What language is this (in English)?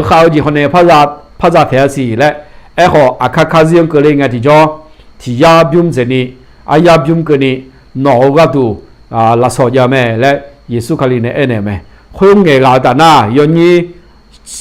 Akha